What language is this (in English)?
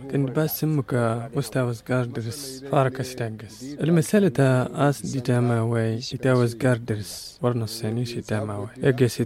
Tamasheq